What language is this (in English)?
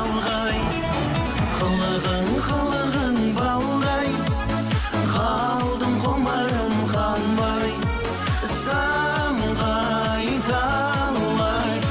Kazakh